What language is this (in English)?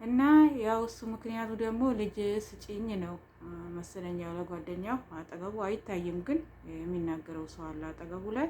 Amharic